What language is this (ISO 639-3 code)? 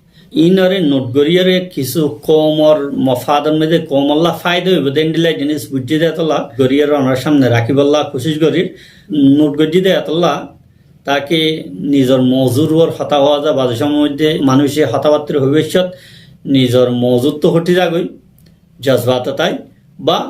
rhg